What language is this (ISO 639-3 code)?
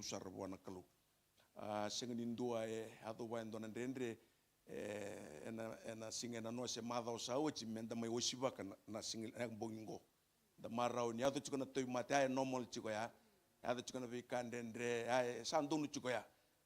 fij